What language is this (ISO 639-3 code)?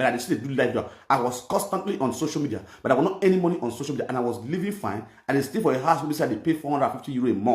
pcm